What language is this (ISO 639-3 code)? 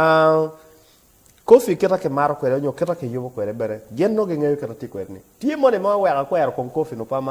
ach